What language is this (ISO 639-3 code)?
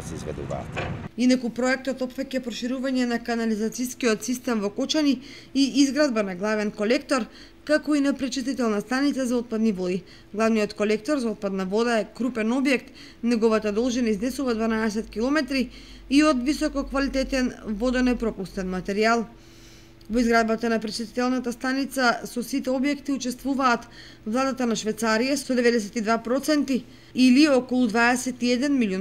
mkd